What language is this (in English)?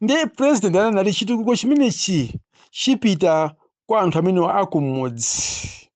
Nyanja